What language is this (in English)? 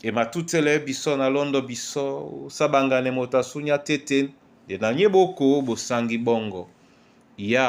Duala